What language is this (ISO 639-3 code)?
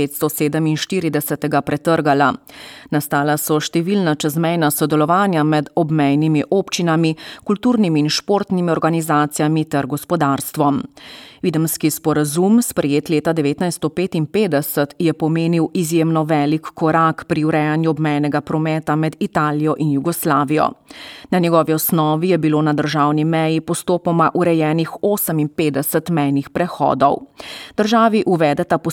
slv